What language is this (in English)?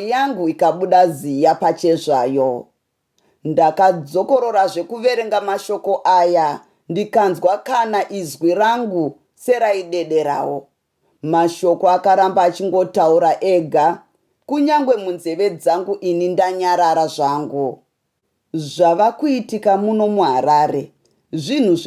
Shona